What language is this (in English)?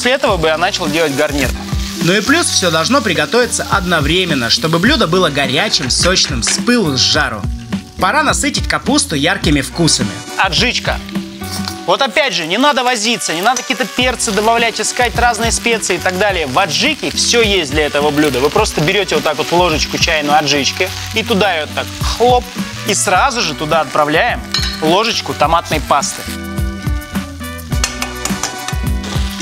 Russian